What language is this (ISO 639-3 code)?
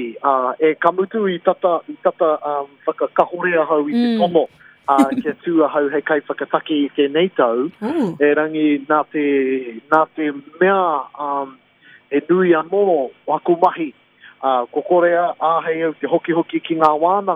mri